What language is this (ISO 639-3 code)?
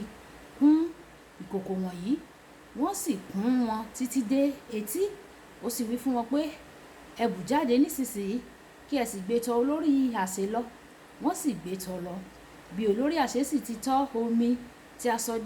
yor